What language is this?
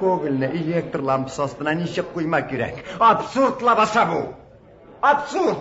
Tatar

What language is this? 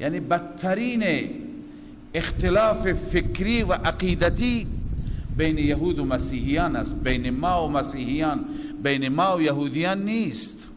Persian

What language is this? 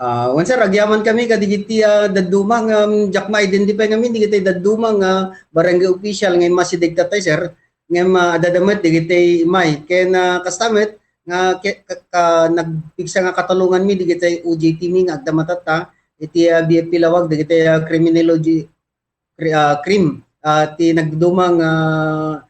Iloko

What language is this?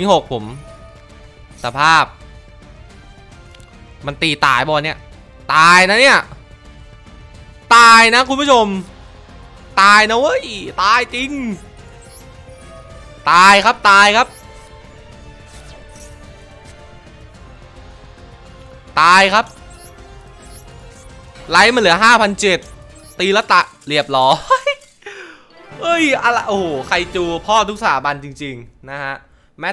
Thai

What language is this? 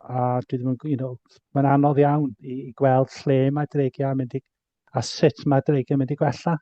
Welsh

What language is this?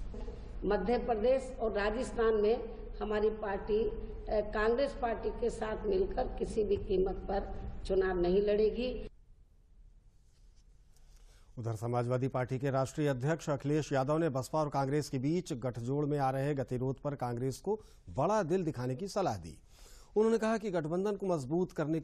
Hindi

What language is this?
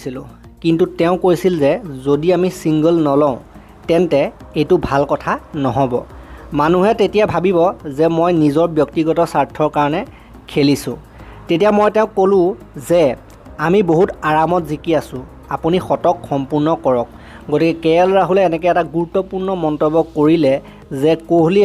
Assamese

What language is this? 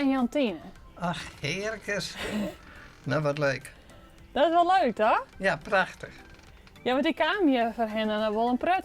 Western Frisian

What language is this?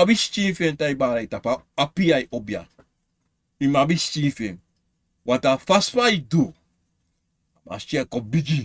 Sranan Tongo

